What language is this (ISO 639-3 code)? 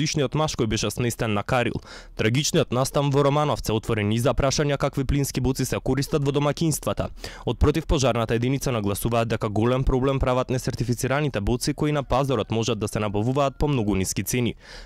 mkd